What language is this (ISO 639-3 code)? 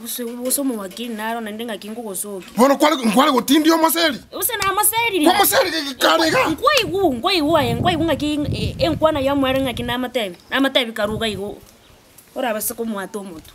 guz